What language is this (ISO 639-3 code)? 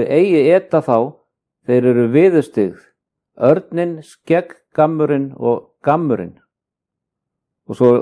isl